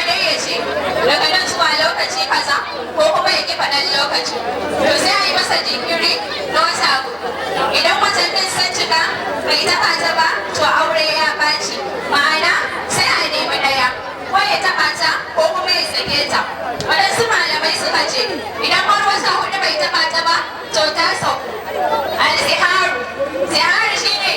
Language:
Hausa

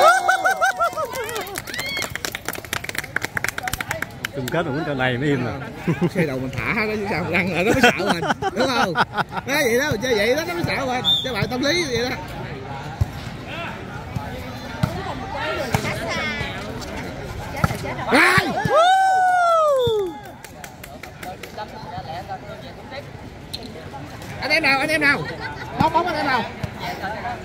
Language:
Vietnamese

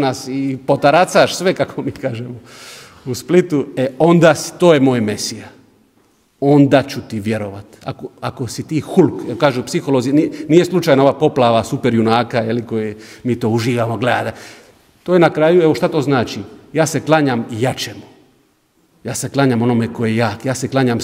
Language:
Croatian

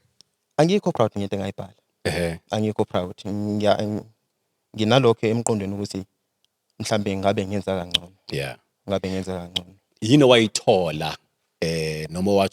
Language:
Zulu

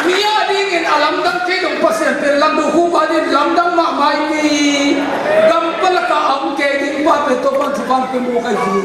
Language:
Tedim Chin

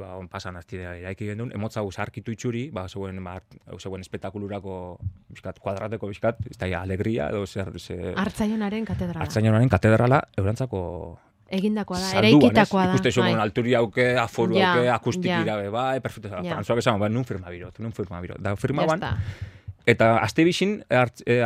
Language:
Basque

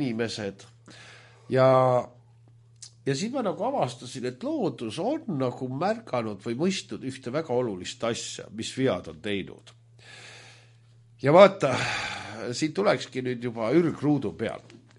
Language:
Estonian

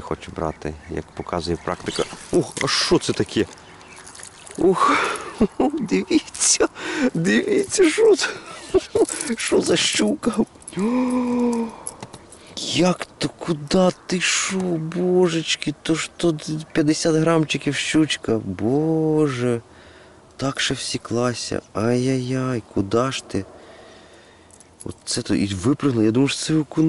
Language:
Ukrainian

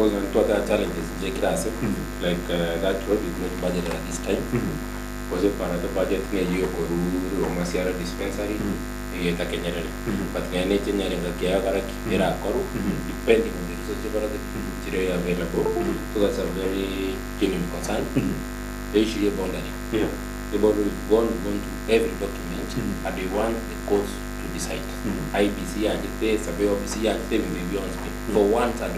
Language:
Gusii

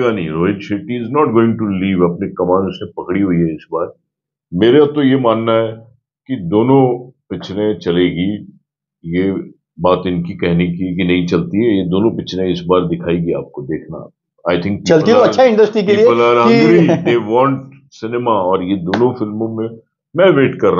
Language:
Hindi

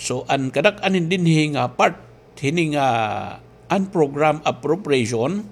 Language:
Waray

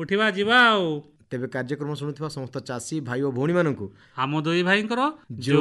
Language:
Odia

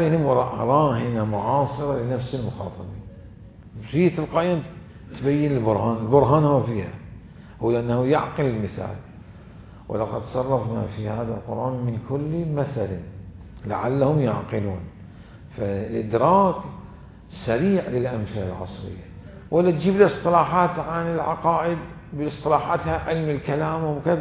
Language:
Mesopotamian Arabic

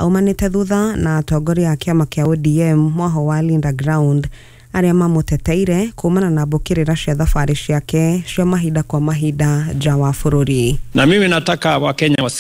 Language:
Kikuyu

